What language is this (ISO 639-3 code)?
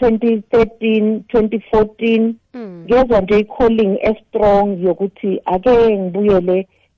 nbl